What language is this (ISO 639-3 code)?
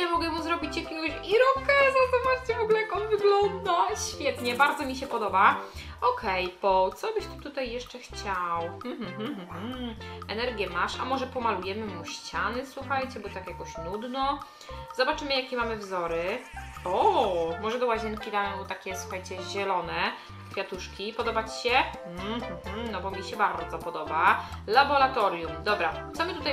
pol